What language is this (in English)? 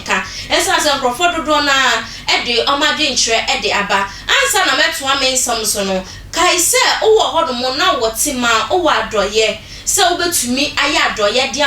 Akan